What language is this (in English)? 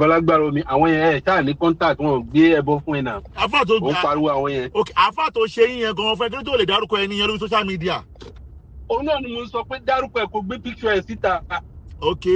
Yoruba